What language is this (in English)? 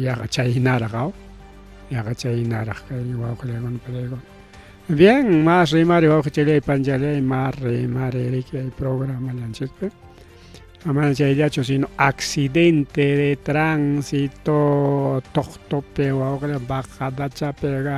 Ayacucho Quechua